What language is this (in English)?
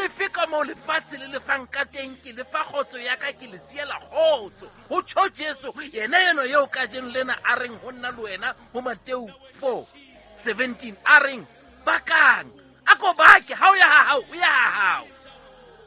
Southern Sotho